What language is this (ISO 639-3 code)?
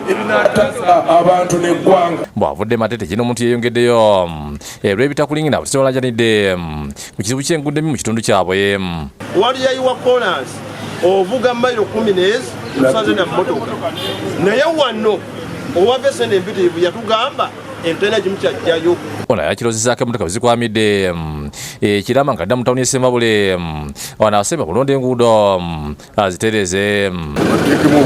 lug